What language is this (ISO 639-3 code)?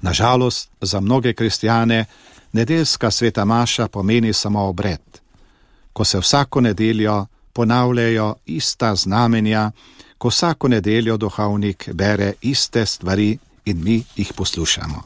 slv